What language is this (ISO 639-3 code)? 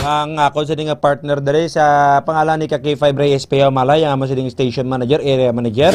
hil